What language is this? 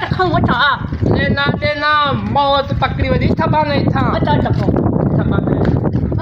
Saraiki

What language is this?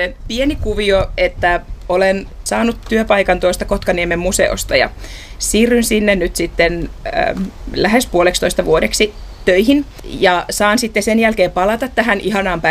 Finnish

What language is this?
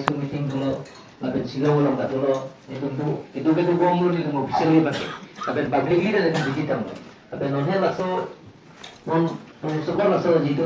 Karbi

